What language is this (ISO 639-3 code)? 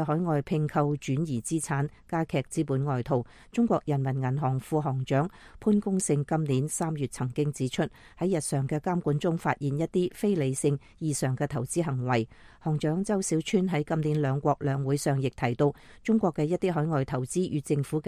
yue